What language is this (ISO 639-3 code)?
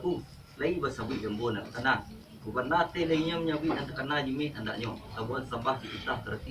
min